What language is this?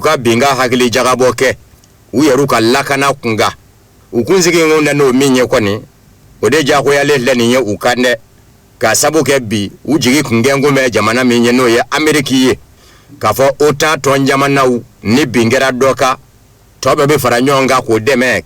Bambara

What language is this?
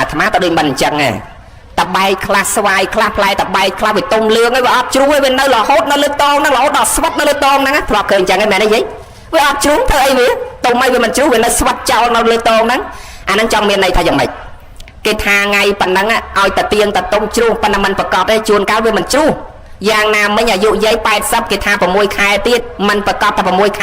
Khmer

